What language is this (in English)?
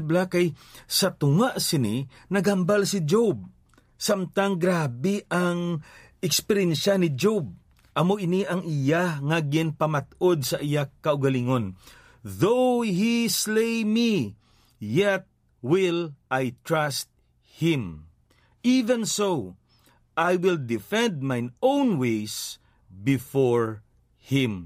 Hiligaynon